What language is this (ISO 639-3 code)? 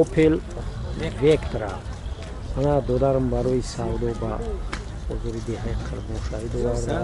tgk